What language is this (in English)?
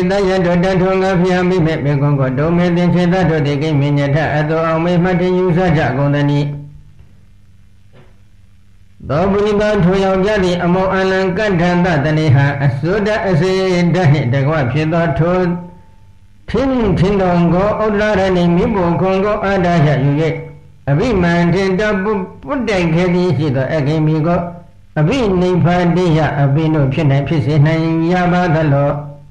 Burmese